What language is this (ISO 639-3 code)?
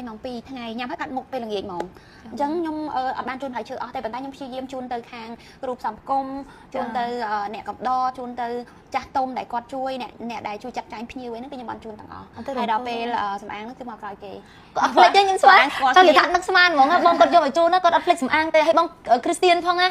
khm